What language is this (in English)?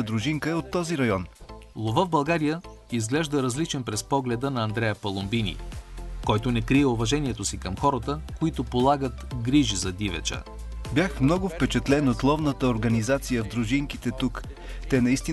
Bulgarian